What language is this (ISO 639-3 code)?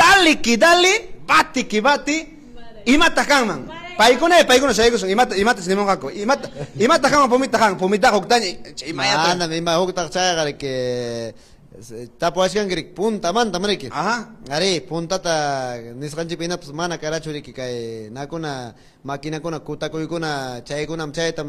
quy